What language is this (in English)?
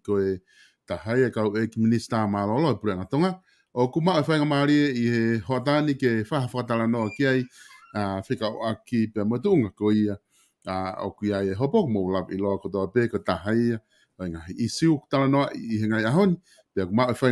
Tongan